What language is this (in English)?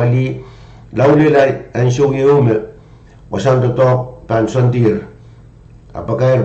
Pohnpeian